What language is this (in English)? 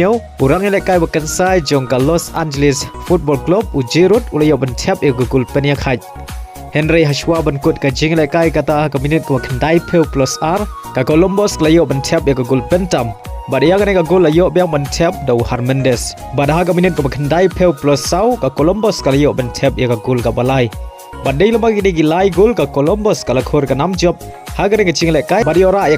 Khasi